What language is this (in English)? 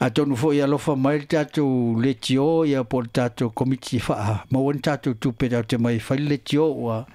Samoan